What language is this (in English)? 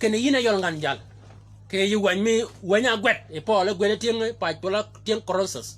Shilluk